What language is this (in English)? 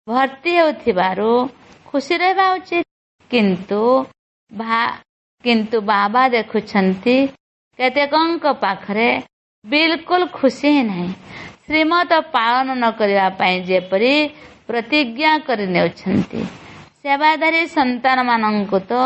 Odia